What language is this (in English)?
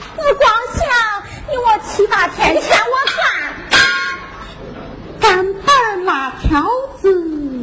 Chinese